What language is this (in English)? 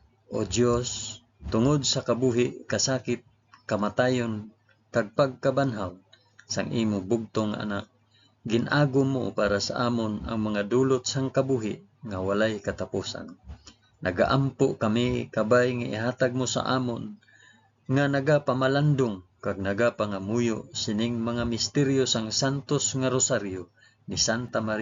Hiligaynon